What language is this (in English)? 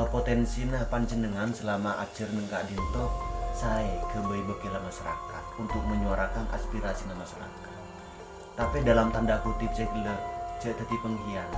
Madurese